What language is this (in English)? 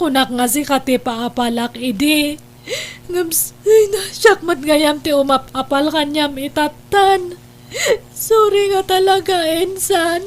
Iloko